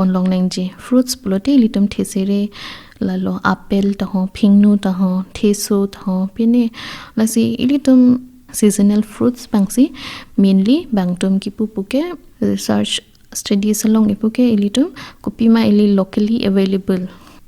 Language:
Karbi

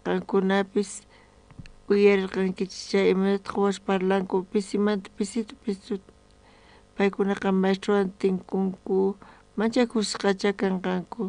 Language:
South Bolivian Quechua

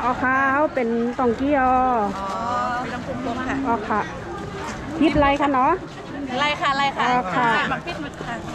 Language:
Shan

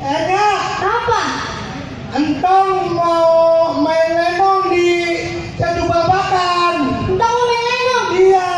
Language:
Betawi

